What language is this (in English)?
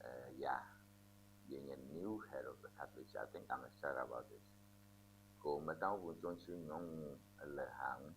Ewe